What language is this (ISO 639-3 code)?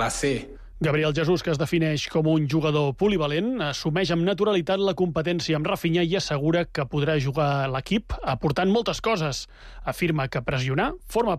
cat